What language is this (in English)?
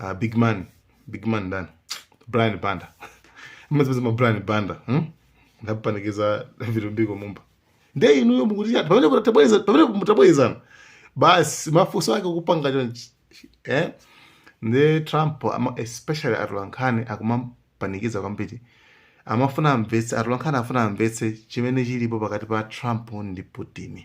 Nyanja